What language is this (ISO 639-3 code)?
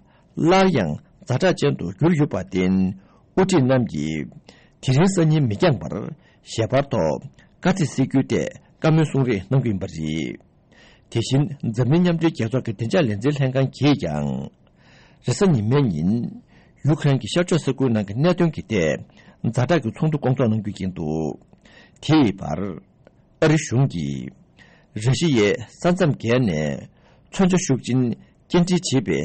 bod